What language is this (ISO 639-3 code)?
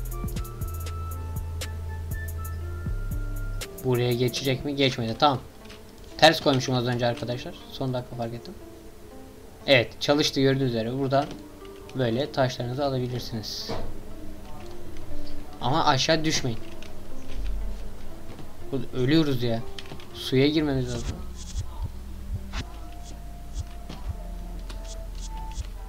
tur